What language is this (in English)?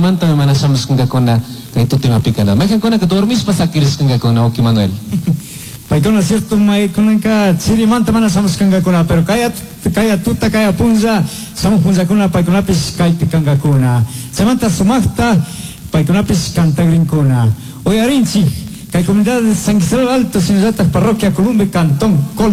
Chimborazo Highland Quichua